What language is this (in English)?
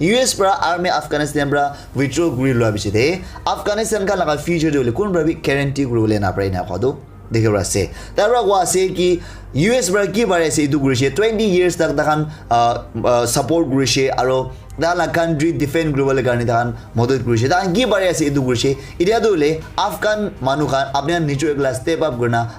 Naga Pidgin